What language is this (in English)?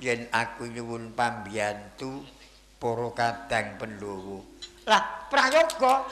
Javanese